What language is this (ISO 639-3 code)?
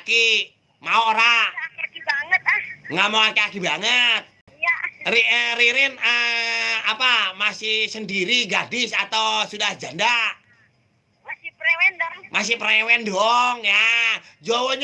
bew